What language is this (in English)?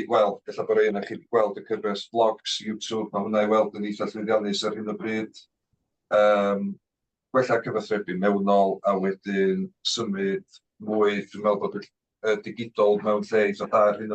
Welsh